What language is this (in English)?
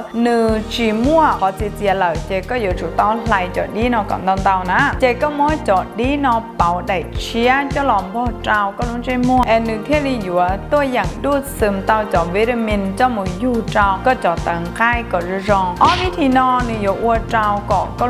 Hmong